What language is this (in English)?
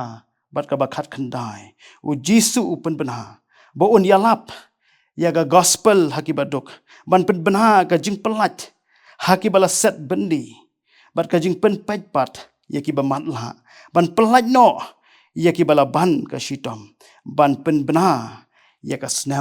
Khasi